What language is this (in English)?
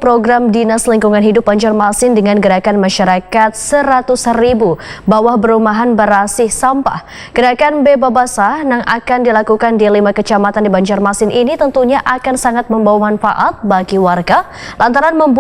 Banjar